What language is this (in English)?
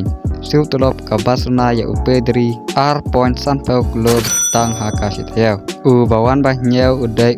Khasi